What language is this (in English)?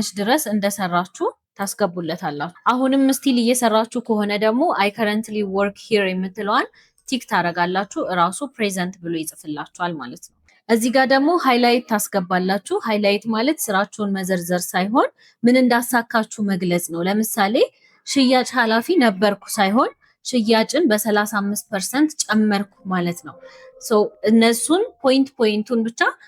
Amharic